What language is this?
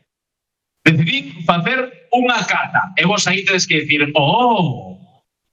Galician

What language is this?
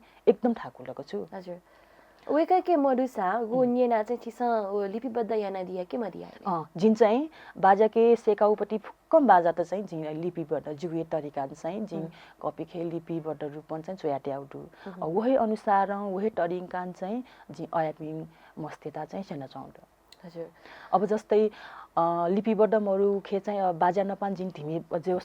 Newari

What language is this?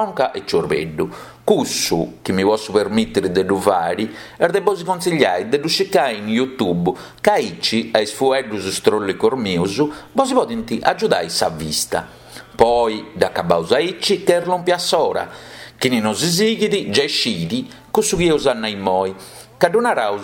Sardinian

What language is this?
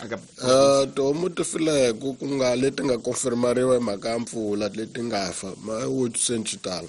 Tsonga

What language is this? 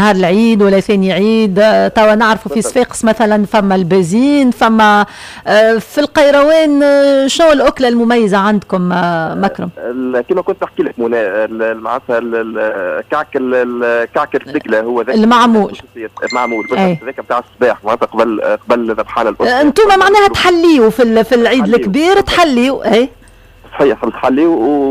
Tunisian Arabic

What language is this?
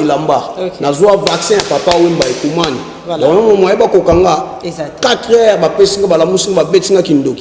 Lingala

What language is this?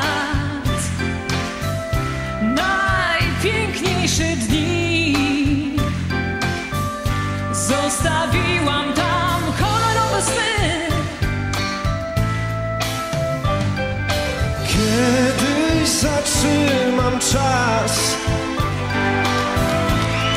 Polish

